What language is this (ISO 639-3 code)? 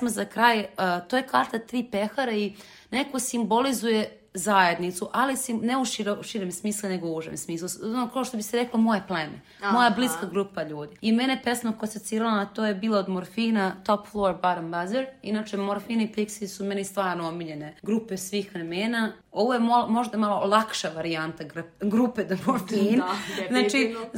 srp